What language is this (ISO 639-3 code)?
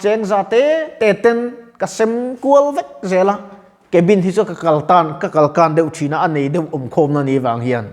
lus